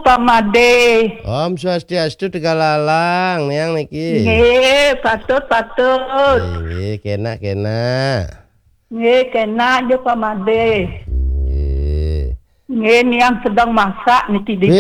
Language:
Balinese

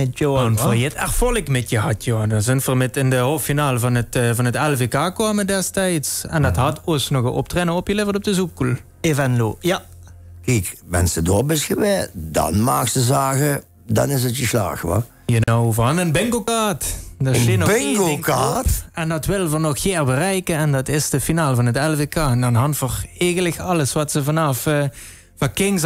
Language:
Limburgish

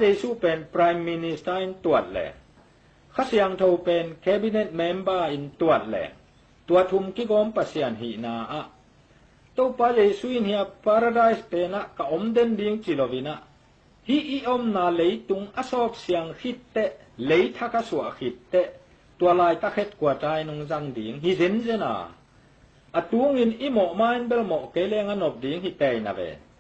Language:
Tedim Chin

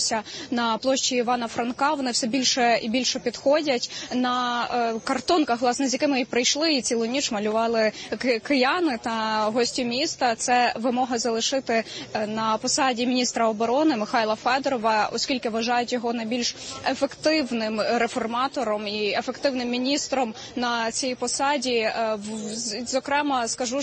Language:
Ukrainian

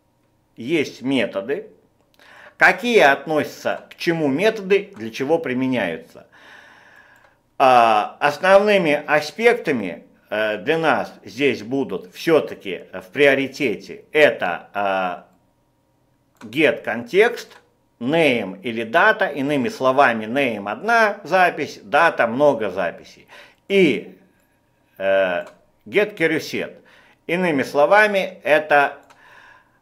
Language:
Russian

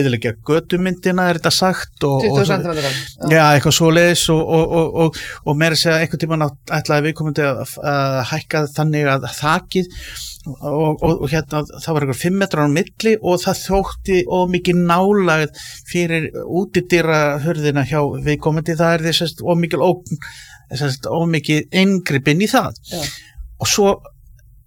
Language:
Icelandic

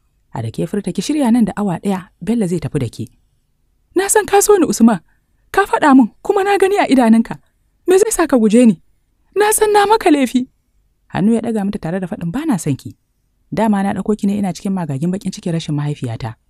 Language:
Hausa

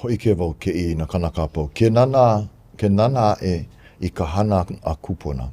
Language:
Hawaiian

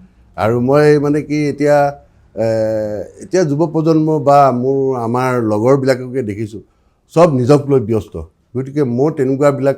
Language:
Assamese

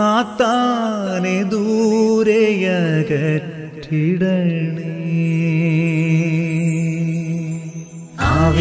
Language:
Malayalam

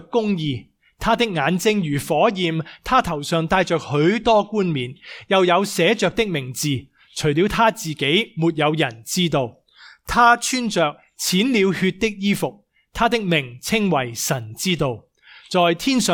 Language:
Cantonese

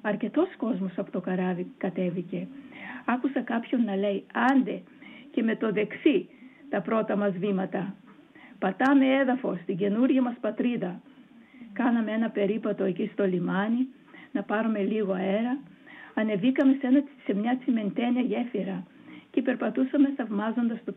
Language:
Greek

